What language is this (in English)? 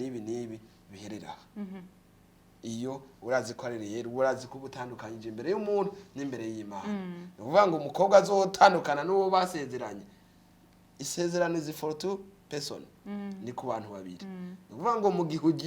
Rundi